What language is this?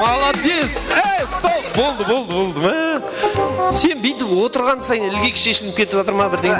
Kara-Kalpak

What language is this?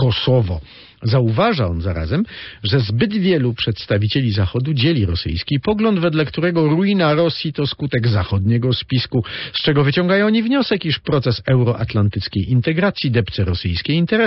Polish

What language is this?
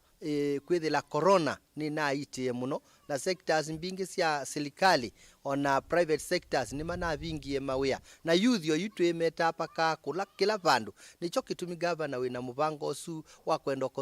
Kamba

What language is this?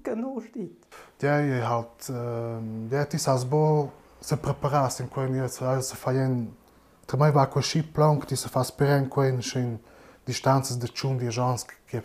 Romansh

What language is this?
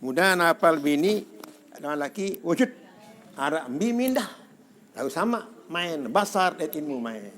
Sasak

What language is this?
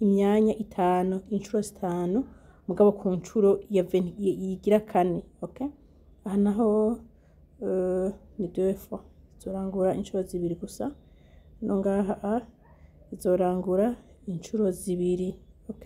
Rundi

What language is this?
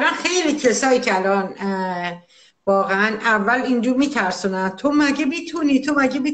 Persian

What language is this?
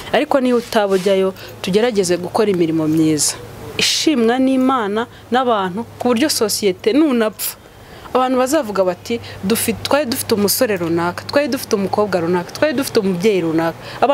Kinyarwanda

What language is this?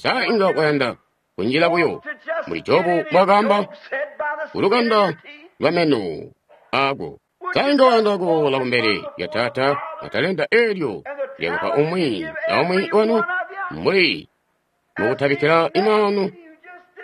Tonga (Zambia)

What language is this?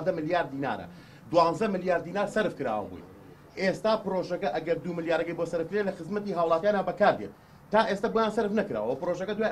Central Kurdish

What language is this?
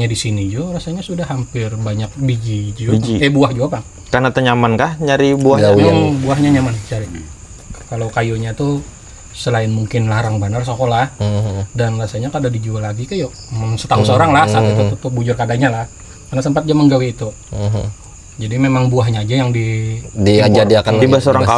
Banjar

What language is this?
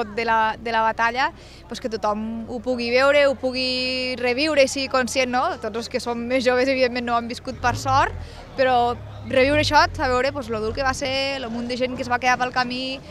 Catalan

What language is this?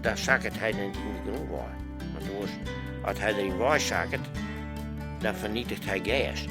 Western Frisian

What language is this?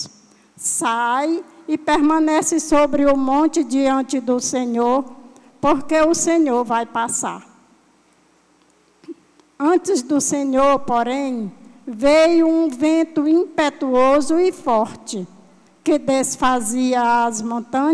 Portuguese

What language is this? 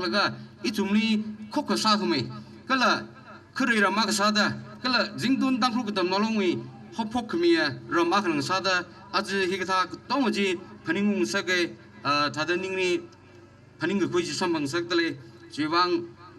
Tangkhul Naga (India)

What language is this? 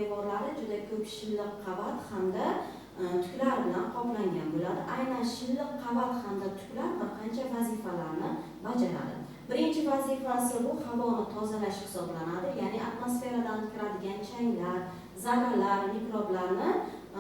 Uzbek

